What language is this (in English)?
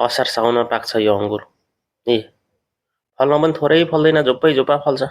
Nepali